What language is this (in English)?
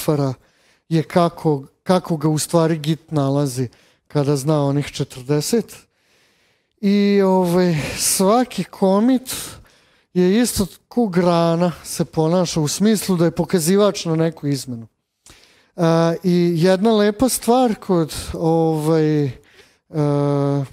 Serbian